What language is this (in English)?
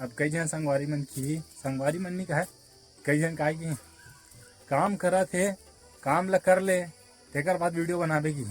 Chhattisgarhi